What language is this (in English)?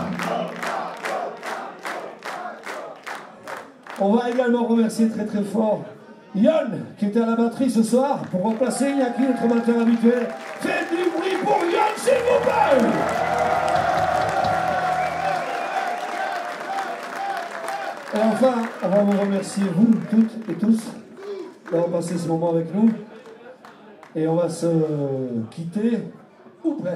French